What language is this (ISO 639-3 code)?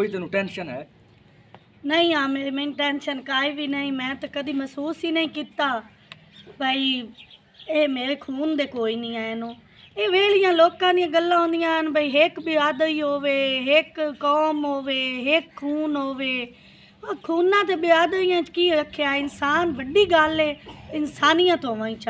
pan